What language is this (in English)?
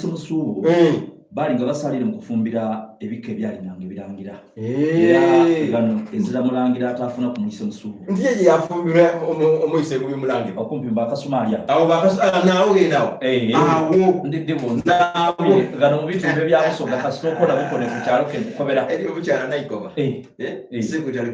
Soga